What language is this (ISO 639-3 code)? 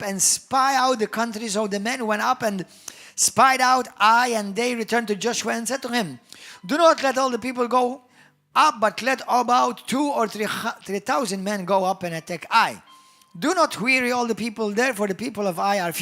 eng